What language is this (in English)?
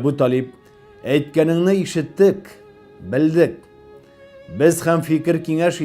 Tatar